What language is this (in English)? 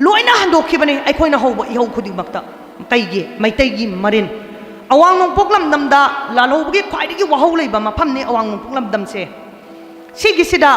Manipuri